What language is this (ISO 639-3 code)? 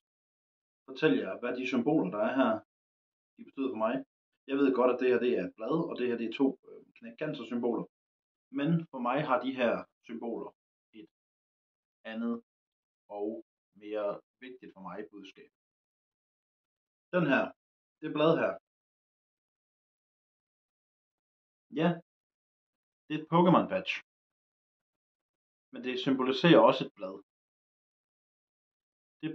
dan